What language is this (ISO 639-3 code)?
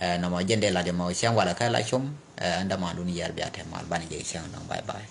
nus